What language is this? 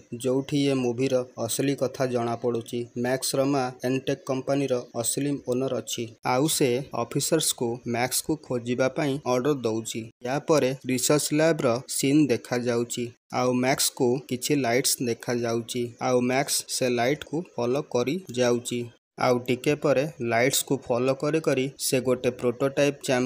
Odia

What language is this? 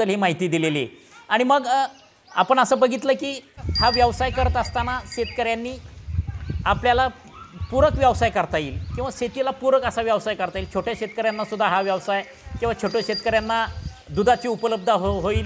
Marathi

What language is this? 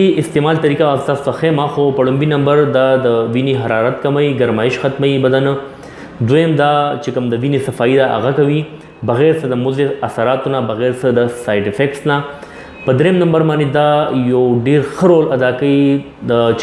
Pashto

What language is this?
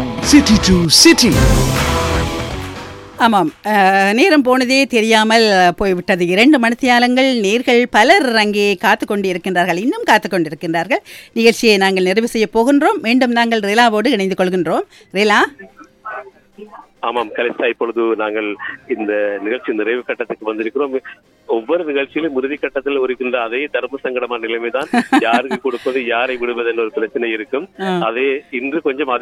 Tamil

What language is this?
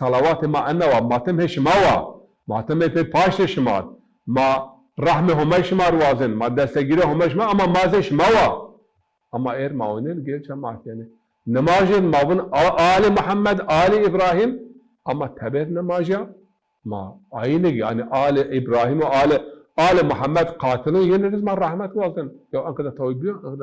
Zaza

